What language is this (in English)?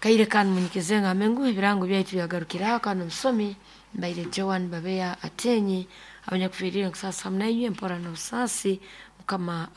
Nyankole